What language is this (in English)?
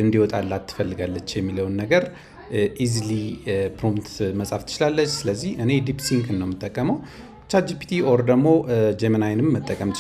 Amharic